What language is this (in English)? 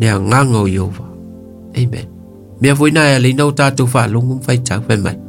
Samoan